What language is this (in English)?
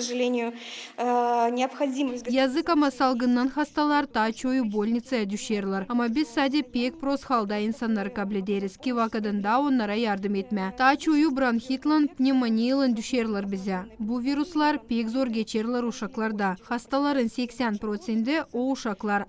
Gagauz